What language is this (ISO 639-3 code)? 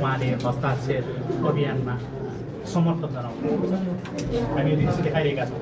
nep